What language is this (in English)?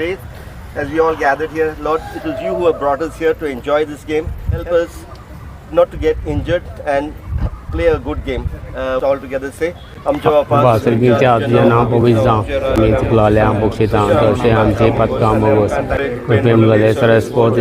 Konkani